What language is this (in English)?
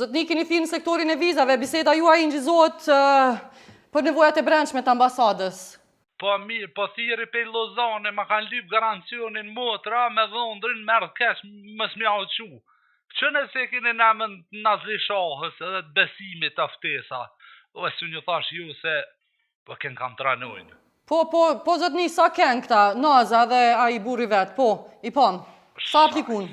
Albanian